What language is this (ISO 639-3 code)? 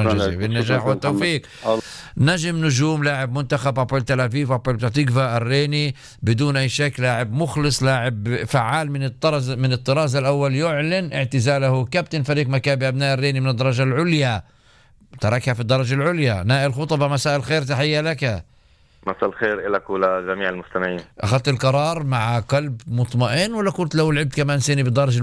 apc